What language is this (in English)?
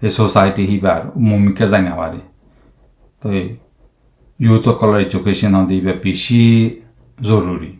Rohingya